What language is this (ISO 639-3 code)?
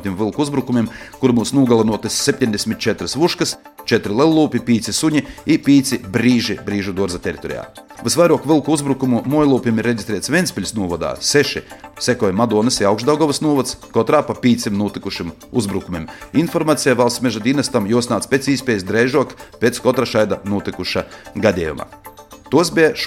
lav